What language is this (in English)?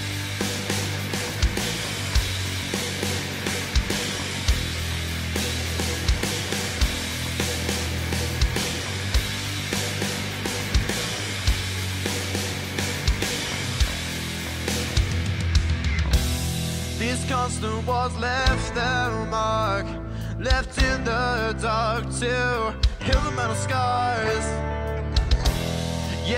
English